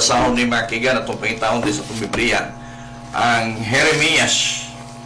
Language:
Cebuano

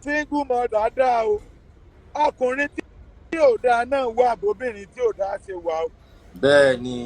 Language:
Yoruba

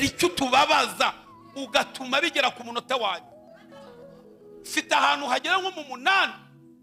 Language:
Kinyarwanda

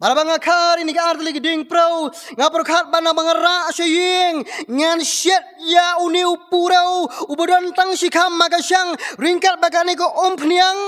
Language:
Khasi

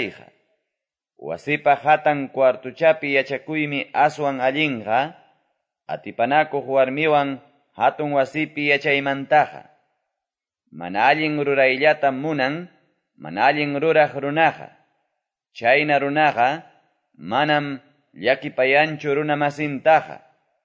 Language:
Quechua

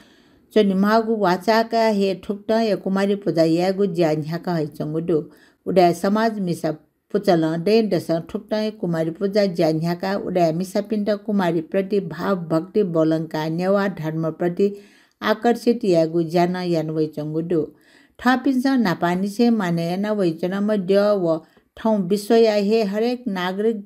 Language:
Newari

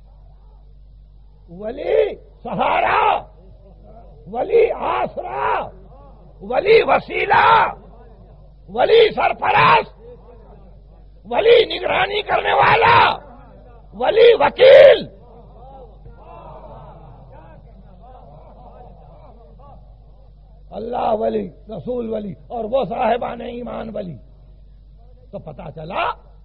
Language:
Urdu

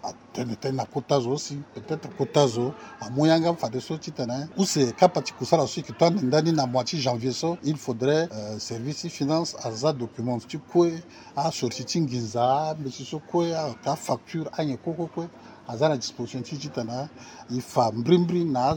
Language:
Sango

